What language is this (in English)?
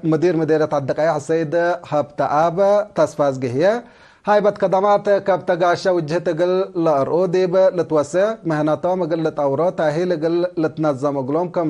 Tigre